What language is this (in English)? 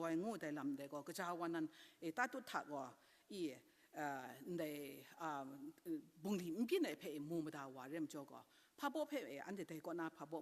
Kachin